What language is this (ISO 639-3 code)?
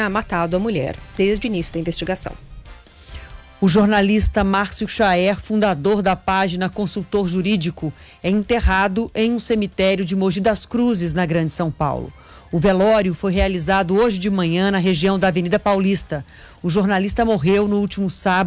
por